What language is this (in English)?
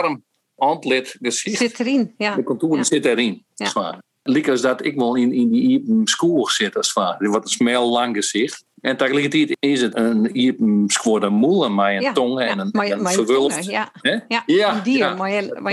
Western Frisian